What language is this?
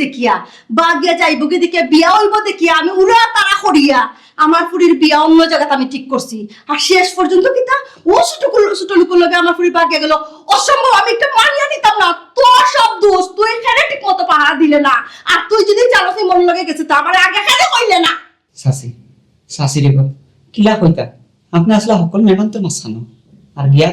Sylheti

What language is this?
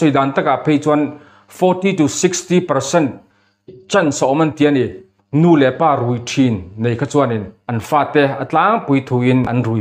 Mizo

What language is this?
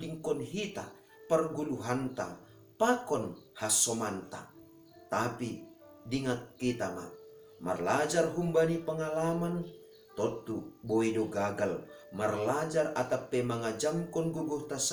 Batak Simalungun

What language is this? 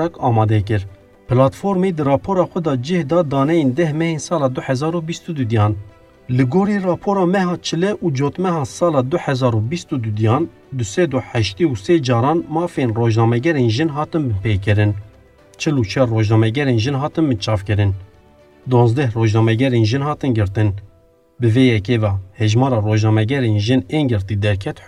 Kurdish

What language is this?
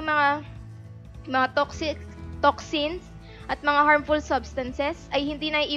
Filipino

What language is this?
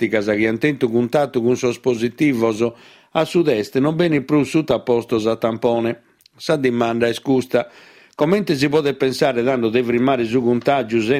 Sardinian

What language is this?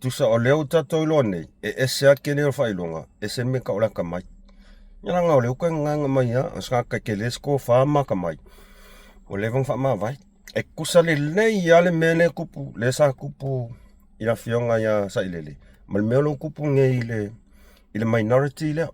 Samoan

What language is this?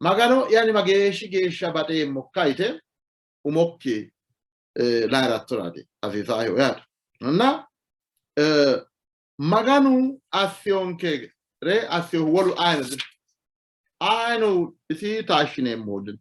Sidamo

